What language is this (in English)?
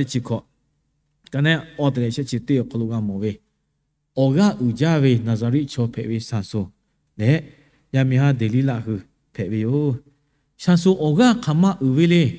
Lahu